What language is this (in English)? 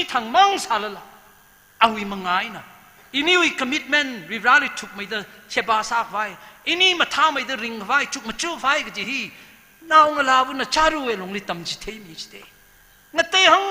Tangkhul Naga (India)